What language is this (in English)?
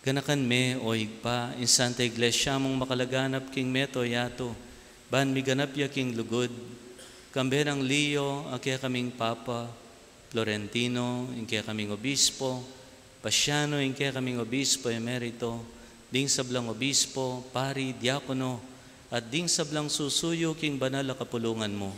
Pampanga